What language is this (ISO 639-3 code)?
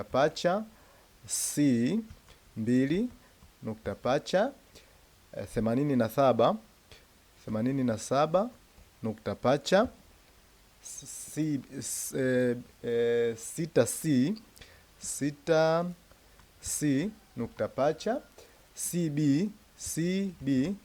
swa